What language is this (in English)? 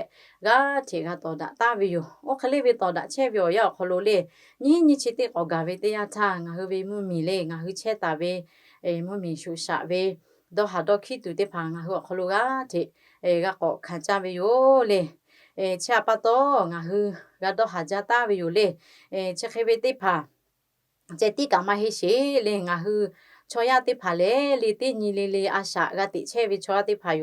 Lahu